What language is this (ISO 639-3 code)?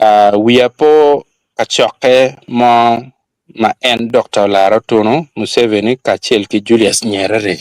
ach